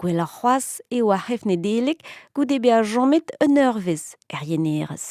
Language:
Breton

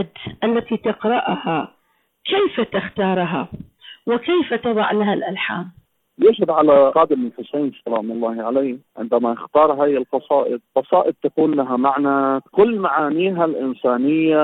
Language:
Arabic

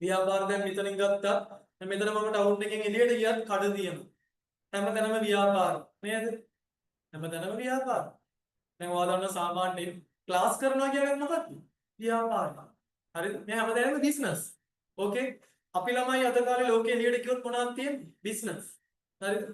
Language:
Sinhala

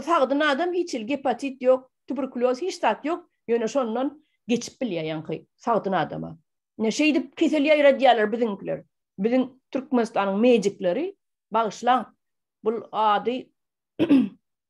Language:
Turkmen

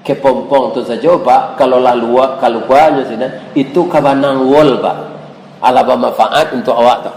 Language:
Minangkabau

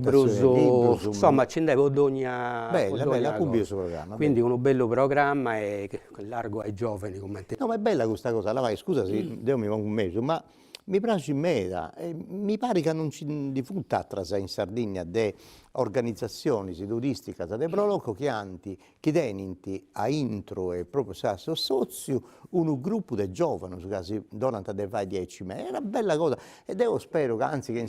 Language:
Sardinian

